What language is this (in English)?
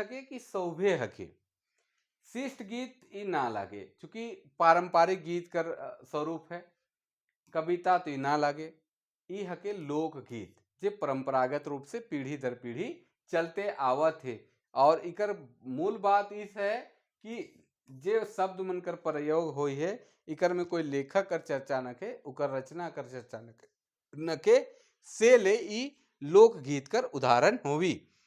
Sadri